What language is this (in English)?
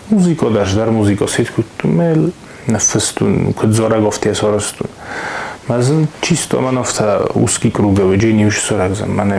Ossetic